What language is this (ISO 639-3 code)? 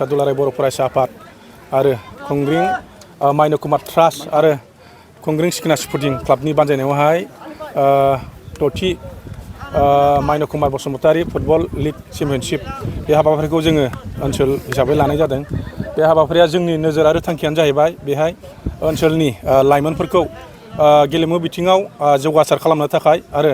brx